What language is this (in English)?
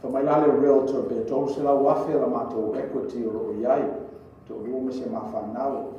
Samoan